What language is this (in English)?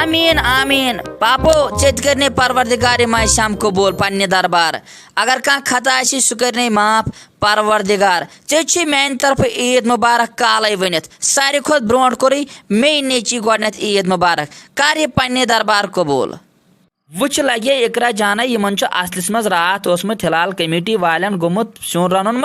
Kashmiri